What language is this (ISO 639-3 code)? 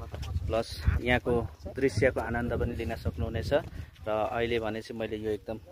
nep